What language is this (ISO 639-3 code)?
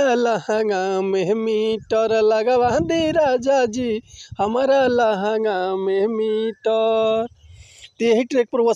bho